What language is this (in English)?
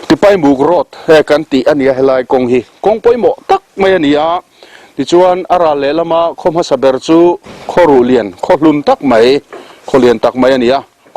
Mizo